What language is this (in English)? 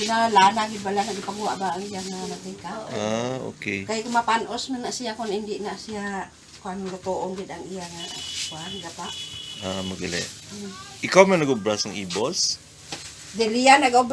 Hiligaynon